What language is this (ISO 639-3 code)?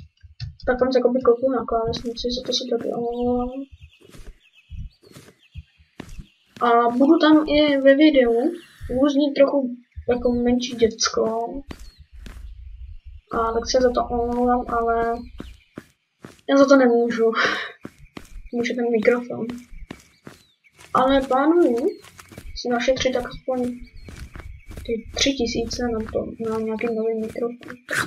ces